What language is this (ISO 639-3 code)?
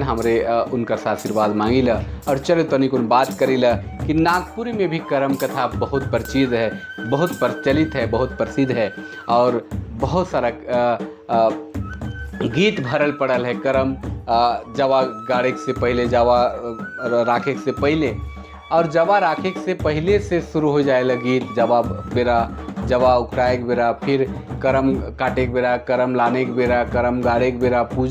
sck